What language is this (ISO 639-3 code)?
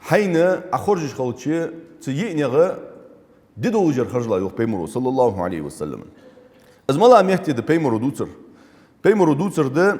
inh